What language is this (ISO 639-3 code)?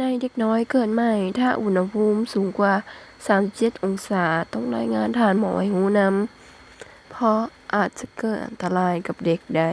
lao